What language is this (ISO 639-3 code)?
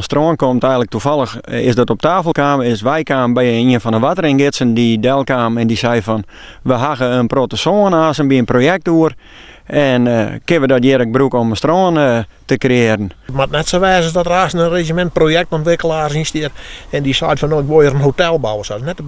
fry